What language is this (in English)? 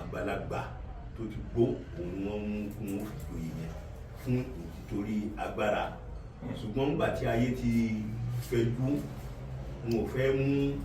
Yoruba